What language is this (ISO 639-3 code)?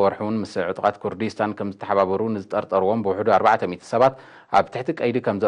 tir